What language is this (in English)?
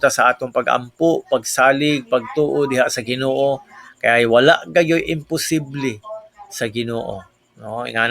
Cebuano